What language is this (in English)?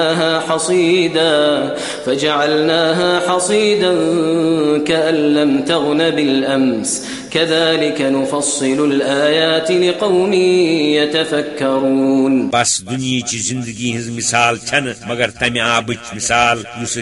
Kashmiri